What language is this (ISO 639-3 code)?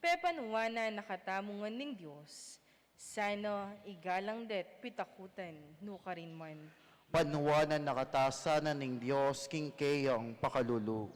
pam